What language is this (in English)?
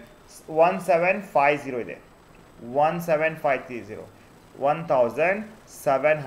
Kannada